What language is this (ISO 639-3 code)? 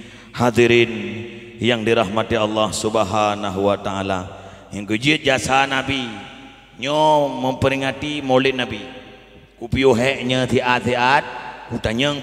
ace